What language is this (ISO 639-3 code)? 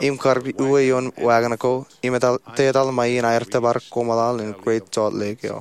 mah